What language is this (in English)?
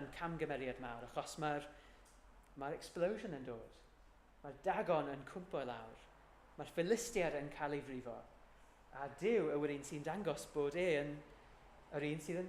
Welsh